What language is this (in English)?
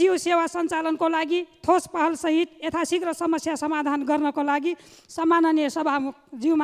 Nepali